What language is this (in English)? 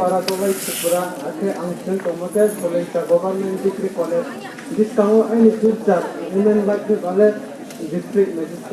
Riang (India)